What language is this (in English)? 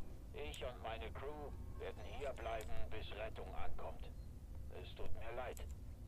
Bavarian